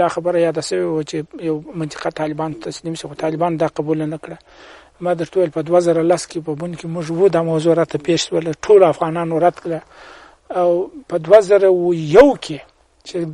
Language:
Pashto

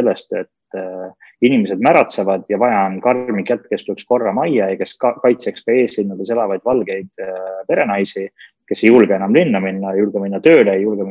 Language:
Estonian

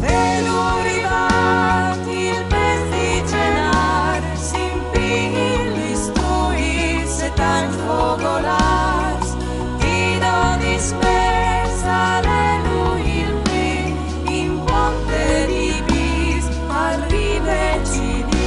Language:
Friulian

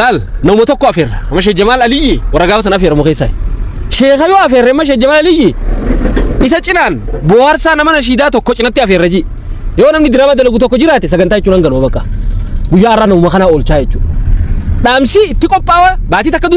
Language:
Oromo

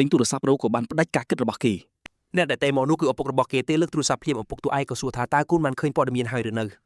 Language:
Khmer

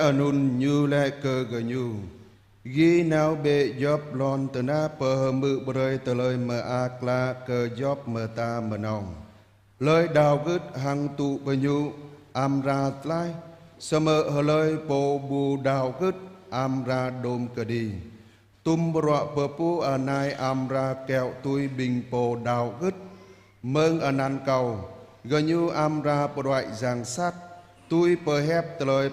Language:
Jarai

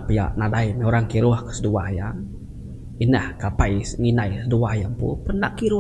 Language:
Iban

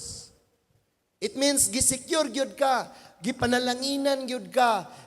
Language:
Cebuano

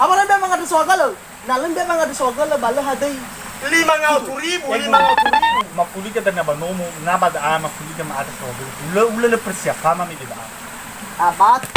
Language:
Nias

